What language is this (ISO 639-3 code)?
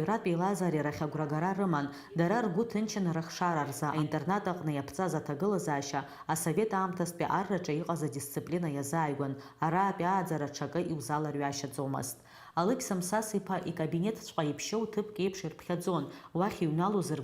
abk